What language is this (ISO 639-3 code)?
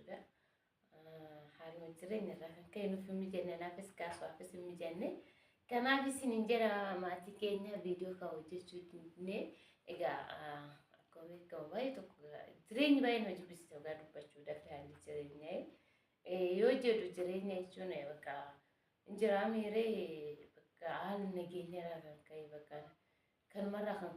orm